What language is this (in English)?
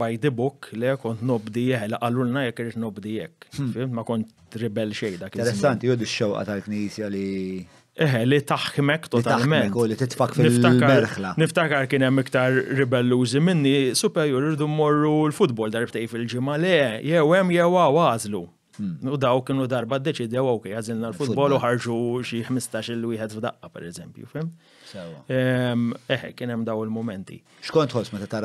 Maltese